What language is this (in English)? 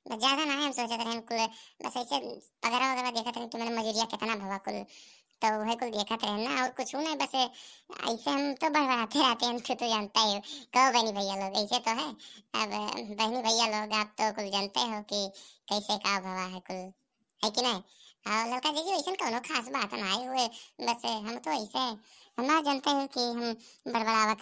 Awadhi